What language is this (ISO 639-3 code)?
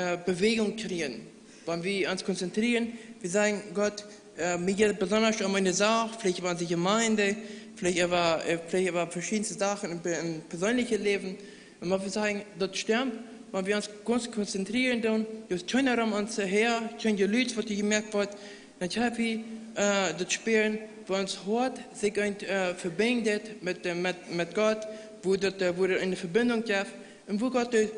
pdt